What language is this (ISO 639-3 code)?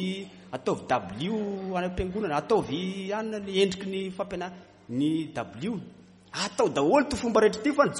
mlg